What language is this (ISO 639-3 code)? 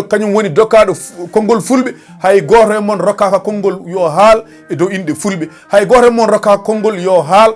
ful